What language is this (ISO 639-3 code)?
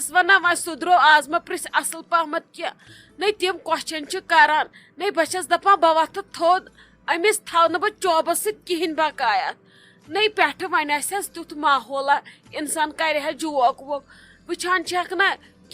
kas